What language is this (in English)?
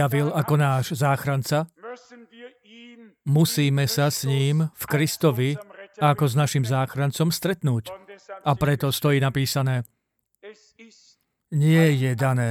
Slovak